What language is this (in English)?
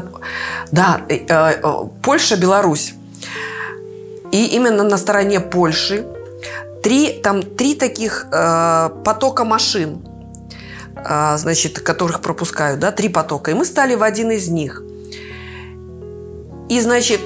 Russian